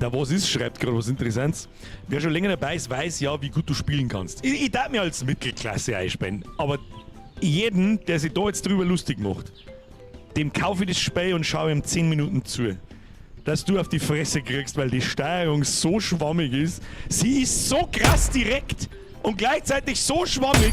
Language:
Bavarian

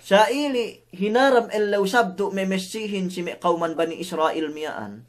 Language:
Yakan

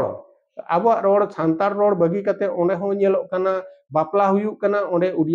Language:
Santali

